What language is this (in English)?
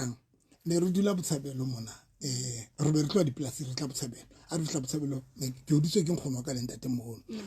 Southern Sotho